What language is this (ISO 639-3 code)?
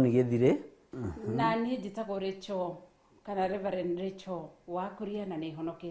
kik